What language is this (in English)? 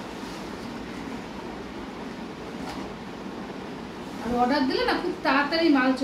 Bangla